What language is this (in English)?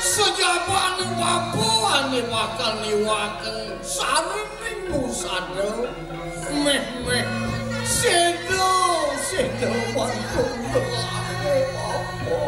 Balinese